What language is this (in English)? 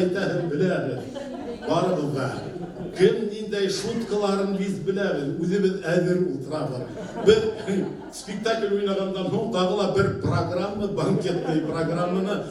Bashkir